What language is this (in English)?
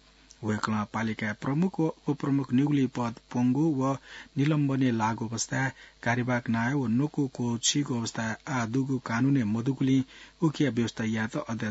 Newari